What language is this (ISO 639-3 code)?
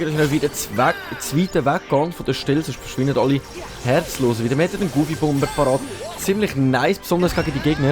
gsw